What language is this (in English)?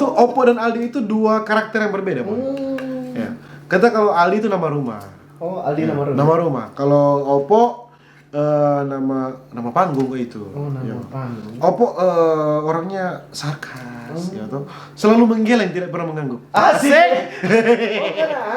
Manado Malay